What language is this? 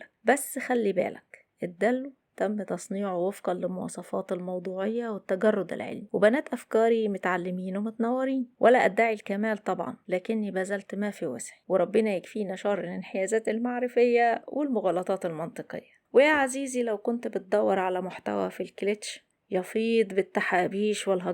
Egyptian Arabic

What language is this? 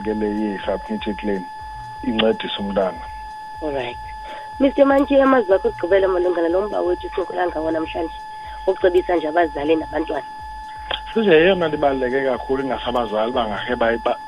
Xhosa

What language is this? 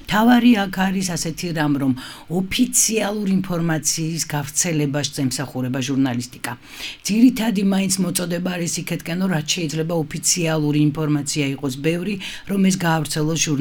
Georgian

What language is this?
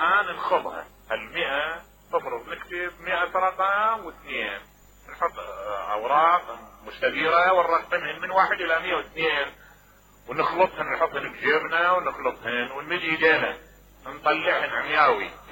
Mesopotamian Arabic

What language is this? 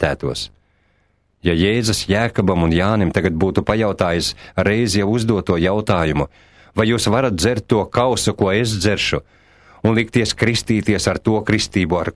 Latvian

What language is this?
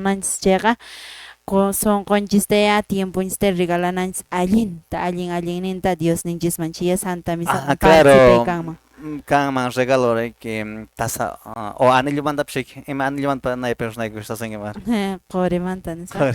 Quechua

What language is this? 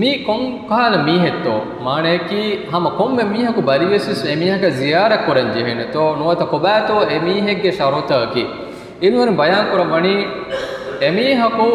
Divehi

